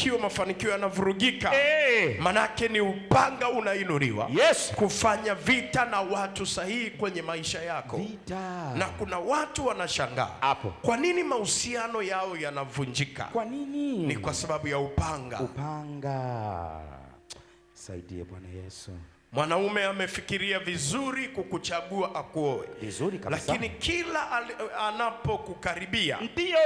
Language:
Swahili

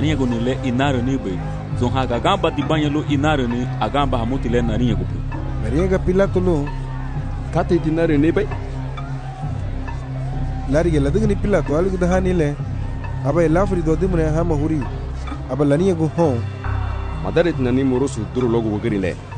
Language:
Garifuna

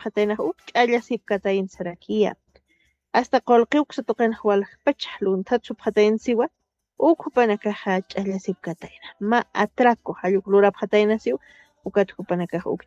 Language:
Aymara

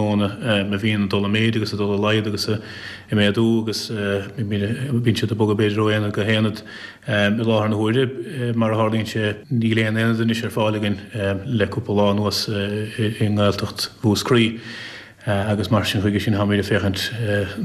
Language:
Irish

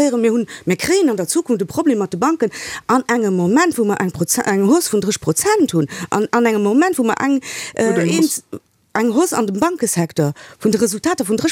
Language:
Luxembourgish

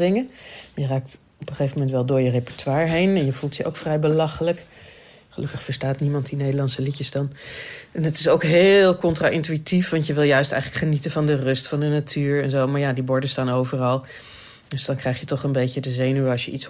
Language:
Dutch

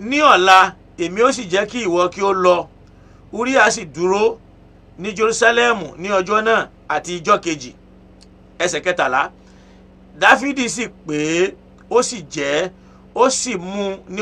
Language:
Yoruba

